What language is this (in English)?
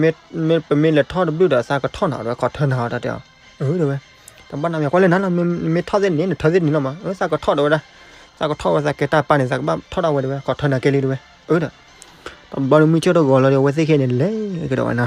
S'gaw Karen